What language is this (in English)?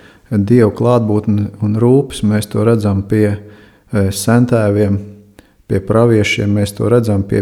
Latvian